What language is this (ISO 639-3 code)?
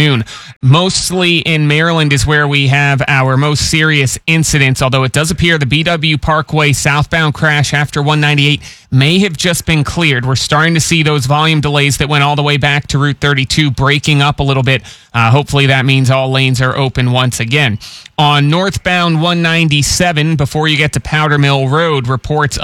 eng